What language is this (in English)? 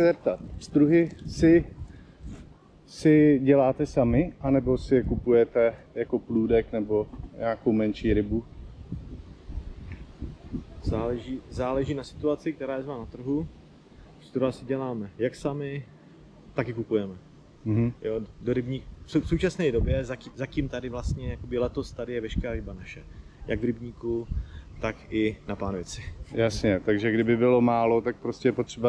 Czech